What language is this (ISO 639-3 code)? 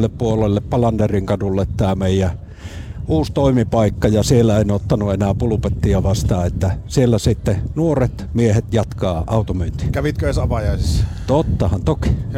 fin